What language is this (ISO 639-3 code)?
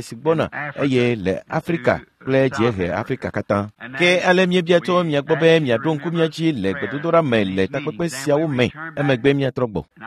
ewe